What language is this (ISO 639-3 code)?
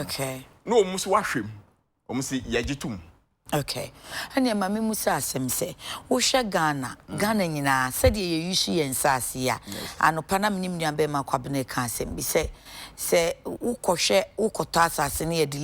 aka